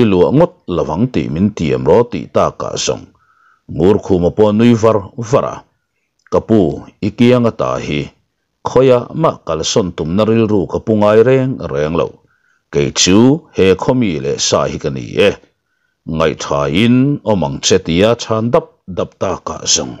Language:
Mizo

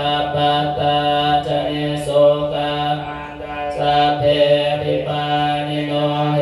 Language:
Pali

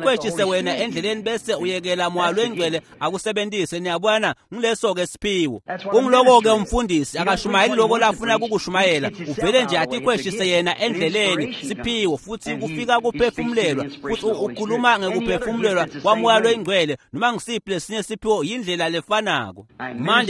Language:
Swati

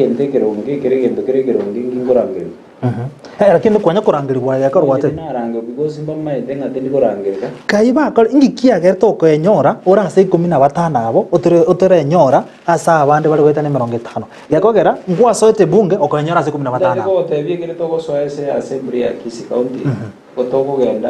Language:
Gusii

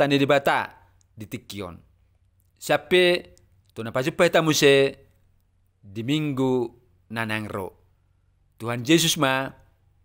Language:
Batak Toba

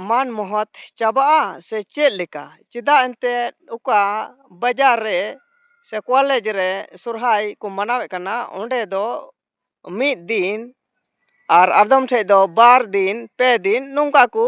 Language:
Santali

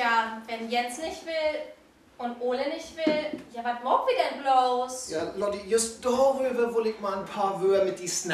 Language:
Low German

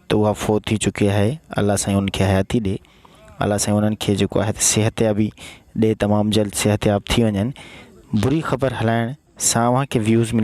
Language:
Sindhi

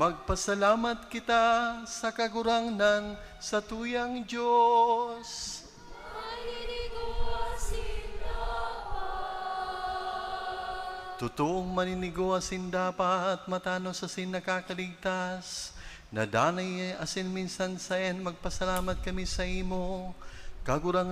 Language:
Bikol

